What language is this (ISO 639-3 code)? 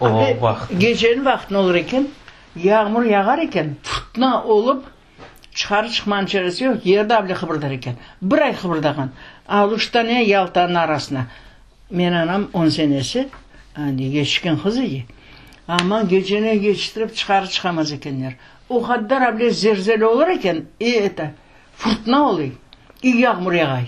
crh